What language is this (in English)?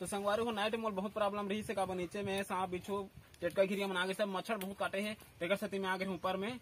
Chhattisgarhi